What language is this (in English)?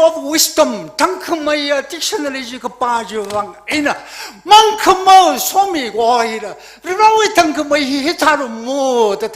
Tangkhul Naga (India)